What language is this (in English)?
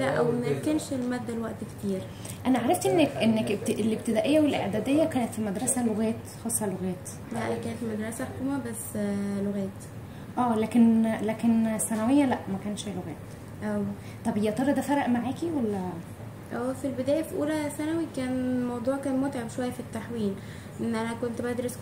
Egyptian Arabic